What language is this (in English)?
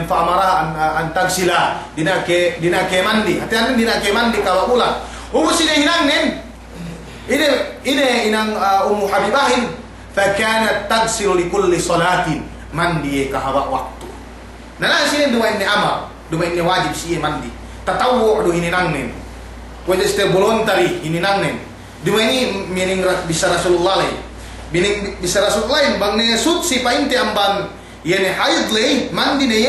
Yakan